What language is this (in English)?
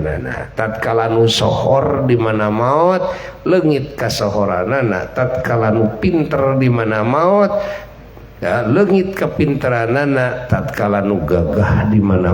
Sundanese